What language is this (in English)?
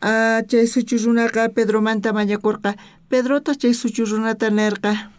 South Bolivian Quechua